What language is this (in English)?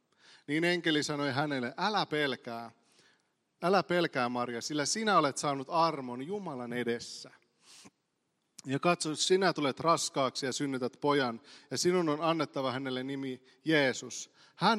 Finnish